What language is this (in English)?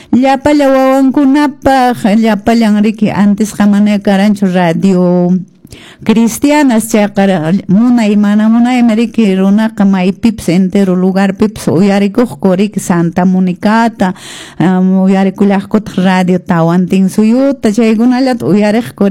Quechua